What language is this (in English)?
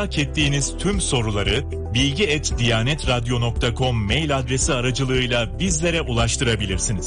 Turkish